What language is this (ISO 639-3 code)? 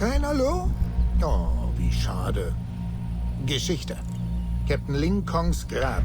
bar